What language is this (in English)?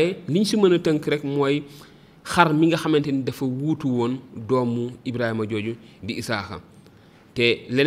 Wolof